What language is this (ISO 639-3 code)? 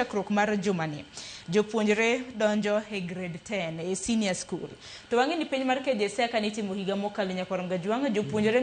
luo